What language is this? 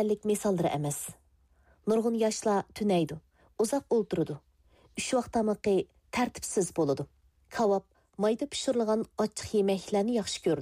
Uyghur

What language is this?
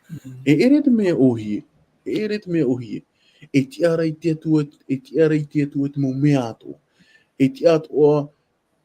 Tahitian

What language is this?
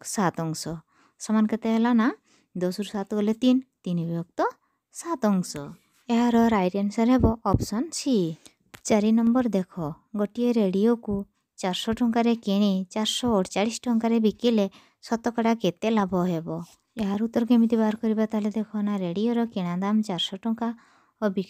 Odia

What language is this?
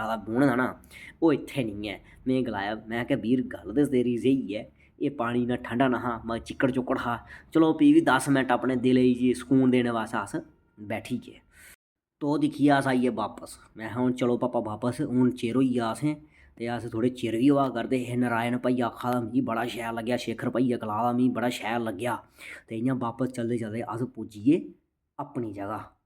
Dogri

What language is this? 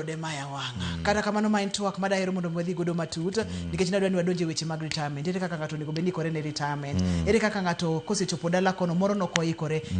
Luo (Kenya and Tanzania)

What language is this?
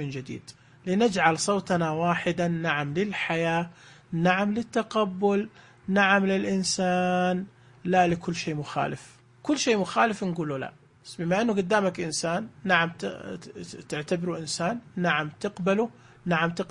Najdi Arabic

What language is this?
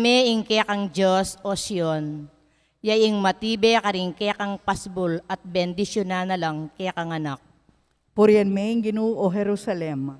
Pampanga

